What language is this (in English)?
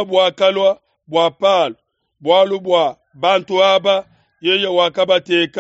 Luba-Lulua